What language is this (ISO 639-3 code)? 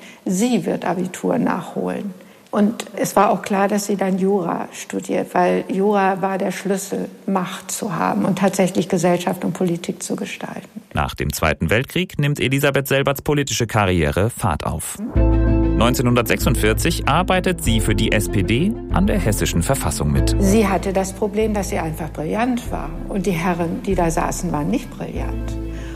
deu